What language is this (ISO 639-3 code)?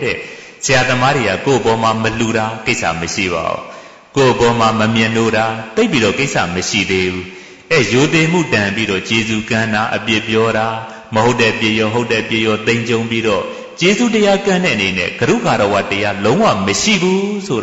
mya